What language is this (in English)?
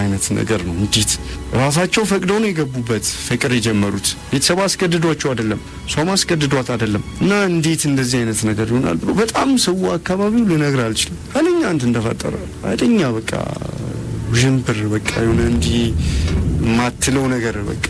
Amharic